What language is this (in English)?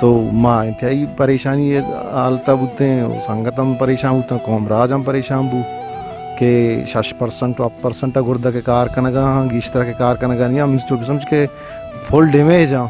Baluchi